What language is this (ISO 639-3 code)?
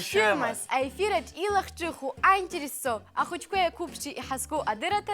abk